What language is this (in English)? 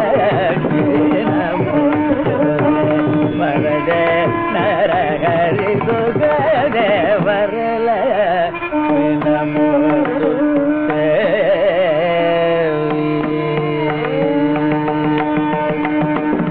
Tamil